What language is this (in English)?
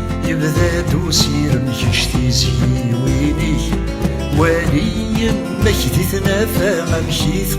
Kabyle